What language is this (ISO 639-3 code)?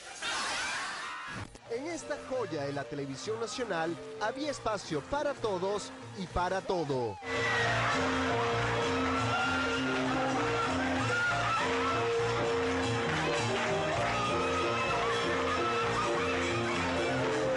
spa